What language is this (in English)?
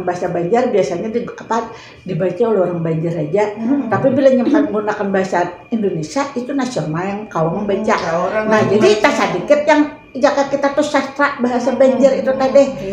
Banjar